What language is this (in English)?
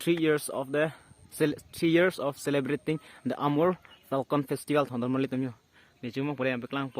Karbi